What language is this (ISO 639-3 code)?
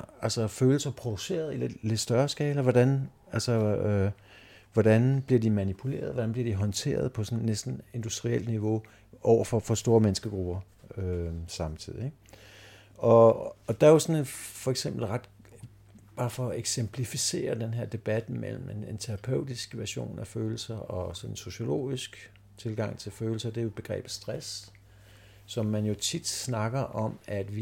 dan